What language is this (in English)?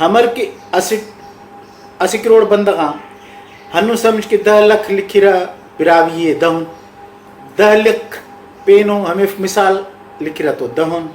Brahui